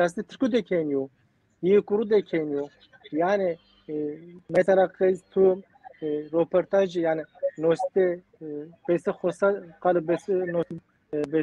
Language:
Zaza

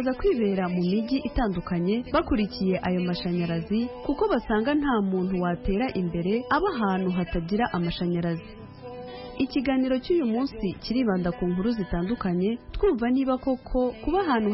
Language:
Kinyarwanda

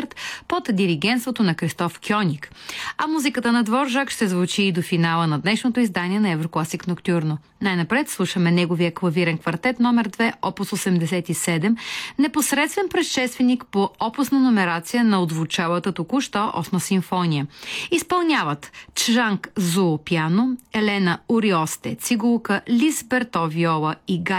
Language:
Bulgarian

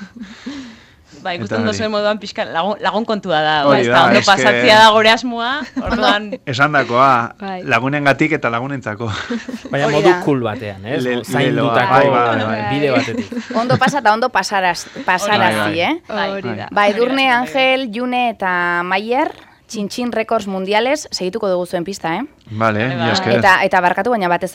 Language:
Basque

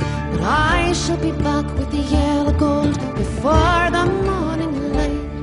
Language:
English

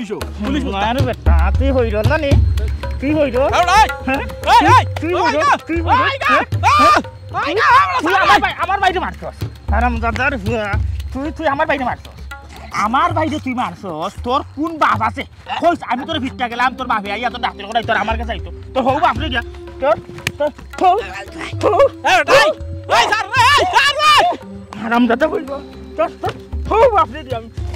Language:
Sylheti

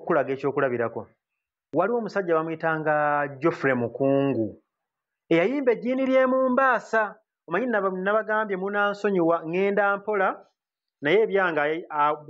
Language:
Ganda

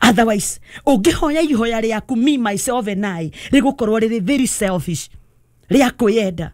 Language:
Kikuyu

